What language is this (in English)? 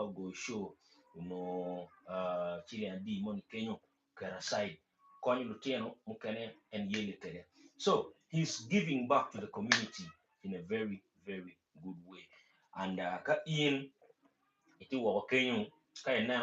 Acoli